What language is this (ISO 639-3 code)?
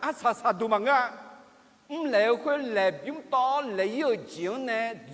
ahk